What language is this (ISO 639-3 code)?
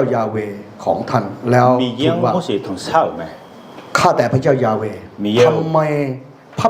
ahk